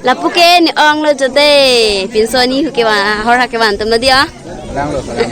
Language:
Karbi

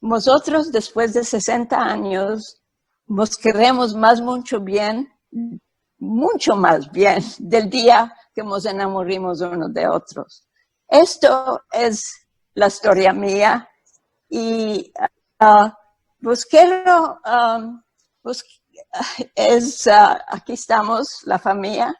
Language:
Ladino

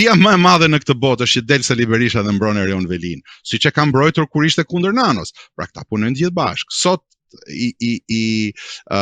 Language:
Albanian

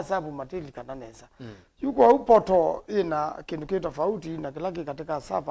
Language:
Kamba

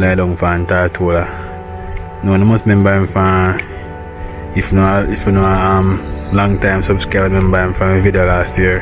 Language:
Jamaican Creole English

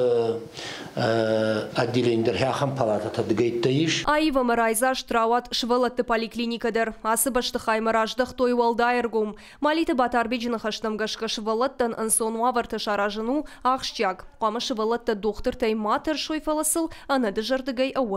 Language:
Ossetic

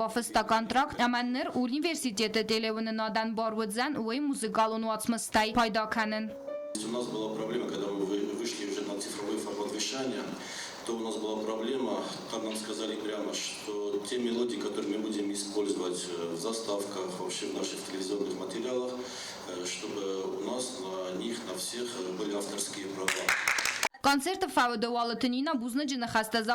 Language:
Ossetic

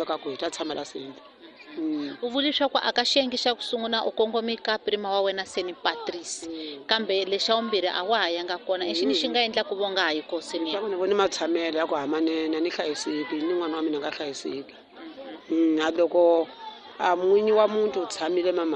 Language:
Tsonga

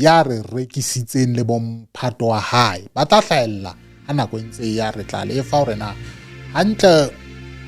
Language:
Southern Sotho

